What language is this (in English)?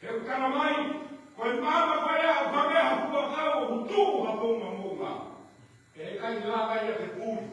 Tongan